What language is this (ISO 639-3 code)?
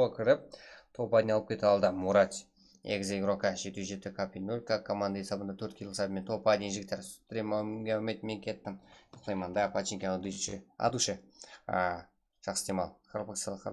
kaa